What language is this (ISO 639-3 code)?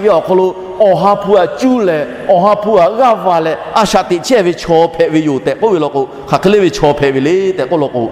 lhu